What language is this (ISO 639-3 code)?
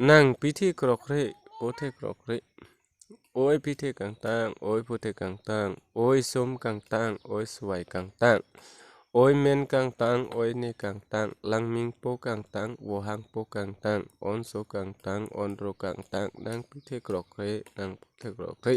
mjw